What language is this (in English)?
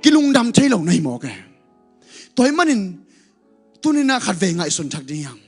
Tedim Chin